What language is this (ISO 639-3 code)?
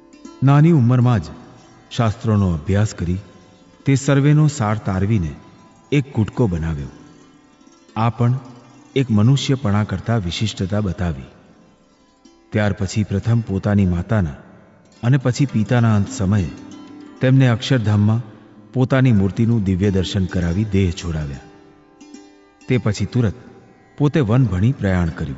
guj